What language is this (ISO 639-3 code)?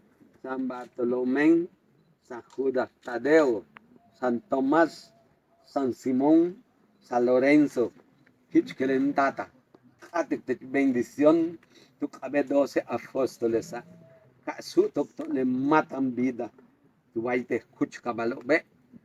yua